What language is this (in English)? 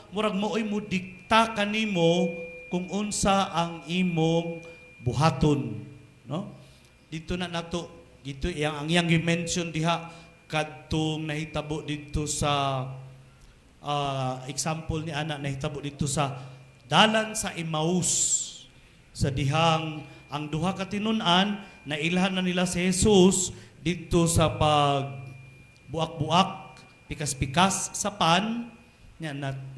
Cebuano